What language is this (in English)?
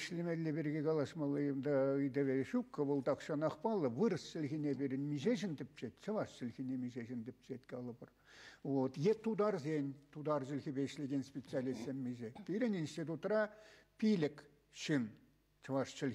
Chuvash